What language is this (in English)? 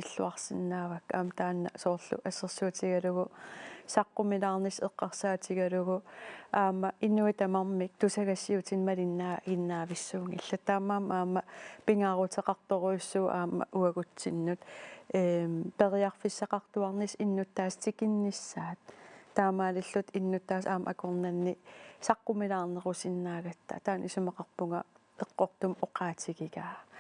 Kalaallisut